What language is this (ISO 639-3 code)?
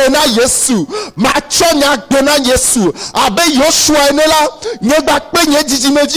ewe